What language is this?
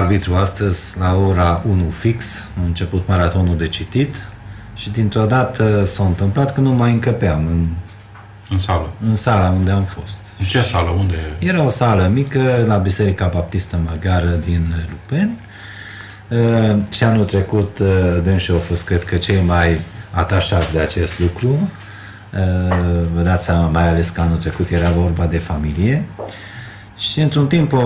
Romanian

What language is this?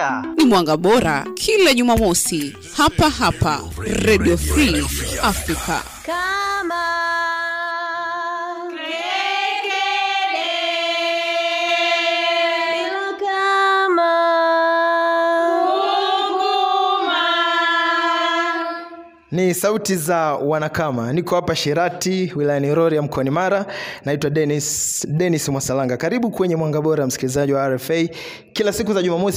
Swahili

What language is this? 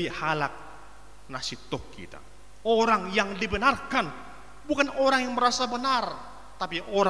Batak Toba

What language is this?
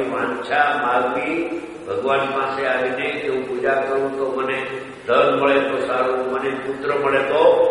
Gujarati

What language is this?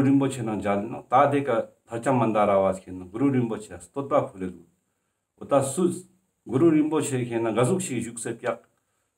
Ladakhi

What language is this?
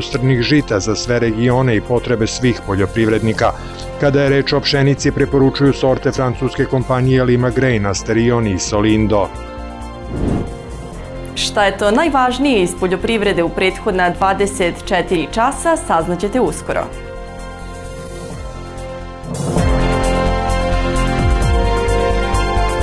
Serbian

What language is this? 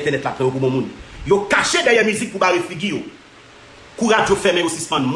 Haitian Creole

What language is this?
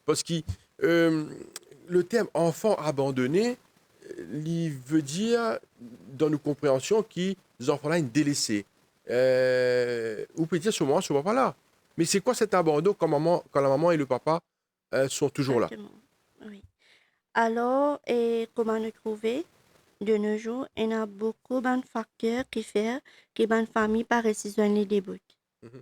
Morisyen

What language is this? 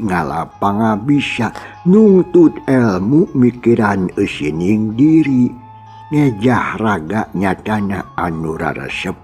Sundanese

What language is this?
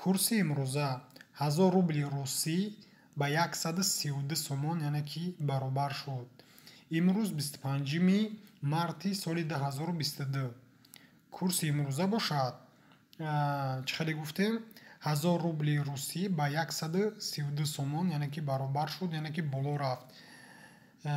Tajik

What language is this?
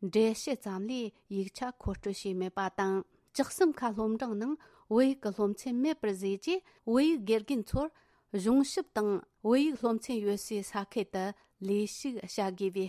Tibetan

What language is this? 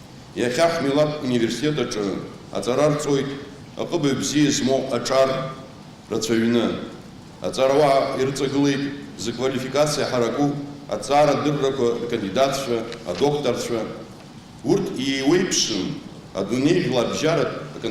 Abkhazian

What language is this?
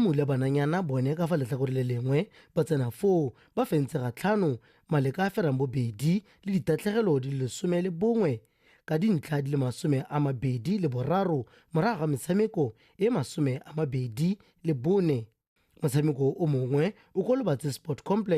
Tswana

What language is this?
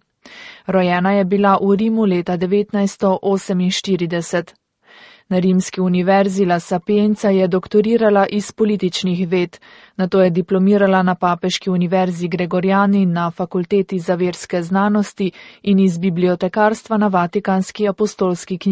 Slovenian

